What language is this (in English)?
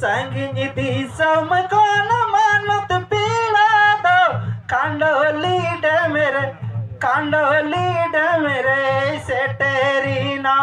Santali